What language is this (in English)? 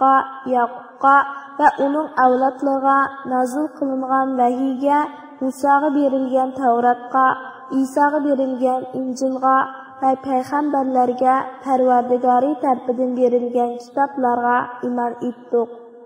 Uyghur